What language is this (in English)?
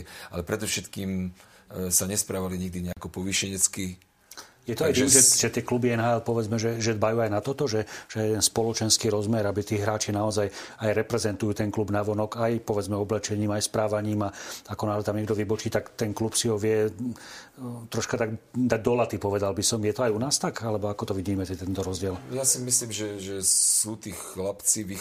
Slovak